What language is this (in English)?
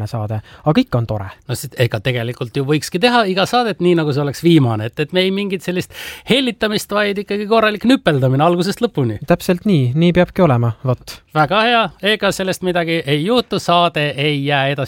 Estonian